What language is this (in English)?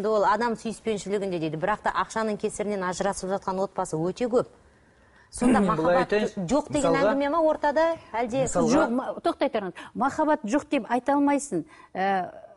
Kazakh